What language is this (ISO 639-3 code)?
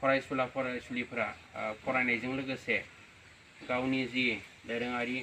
brx